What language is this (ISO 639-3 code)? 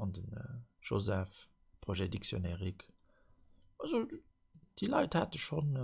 ltz